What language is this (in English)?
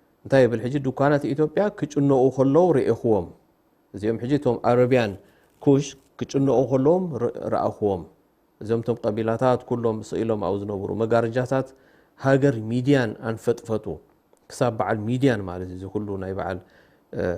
Tigrinya